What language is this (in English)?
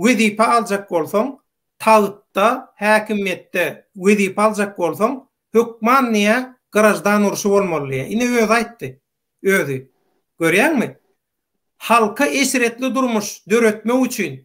Turkmen